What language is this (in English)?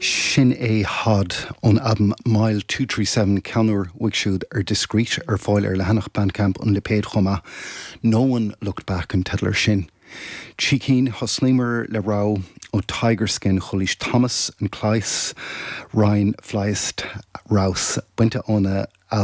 Irish